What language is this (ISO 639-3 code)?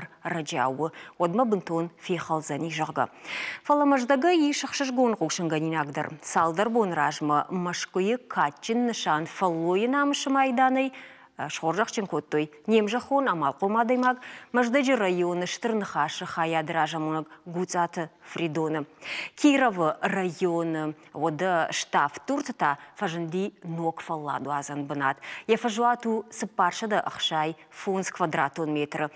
oss